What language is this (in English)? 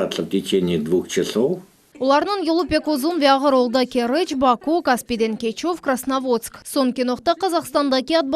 Crimean Tatar